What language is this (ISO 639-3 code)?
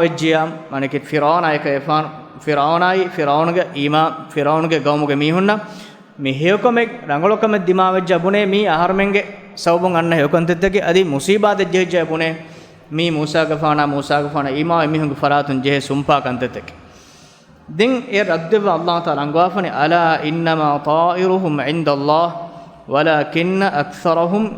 div